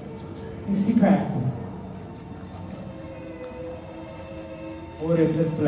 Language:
Italian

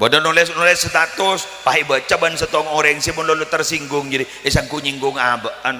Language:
Madurese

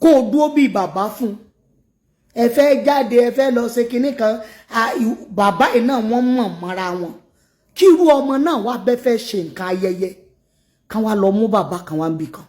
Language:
Yoruba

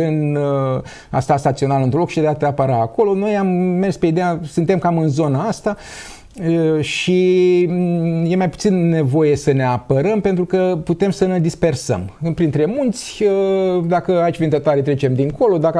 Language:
Romanian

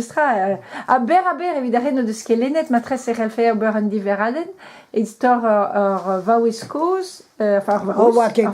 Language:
Breton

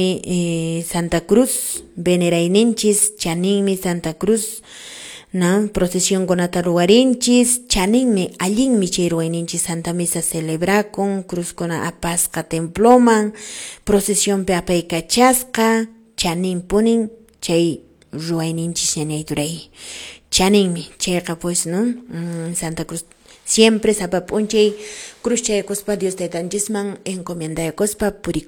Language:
Quechua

